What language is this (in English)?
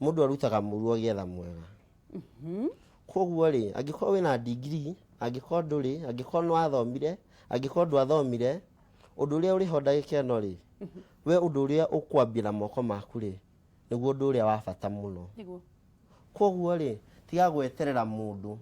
Kikuyu